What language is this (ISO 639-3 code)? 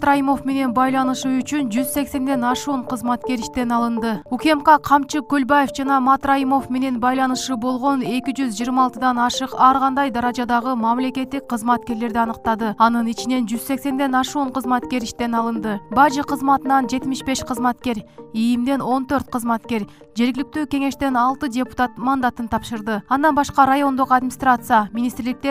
kir